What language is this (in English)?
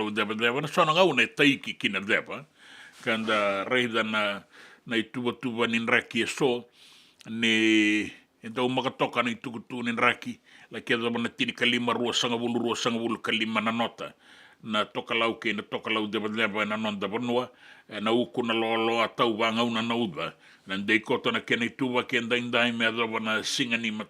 Fijian